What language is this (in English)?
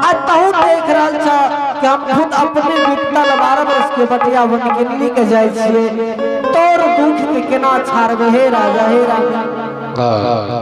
Angika